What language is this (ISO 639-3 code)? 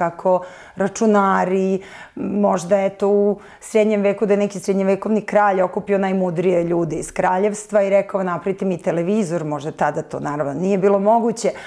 srp